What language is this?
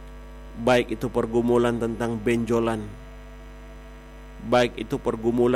Indonesian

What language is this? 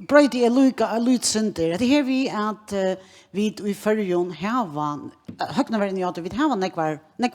Faroese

